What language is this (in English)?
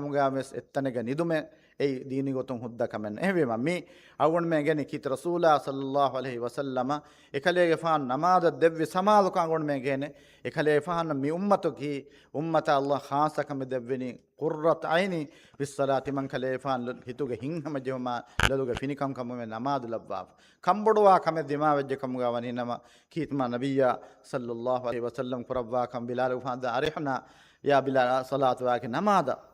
Divehi